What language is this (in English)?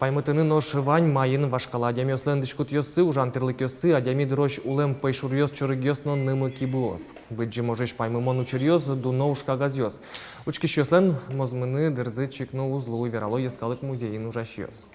Udmurt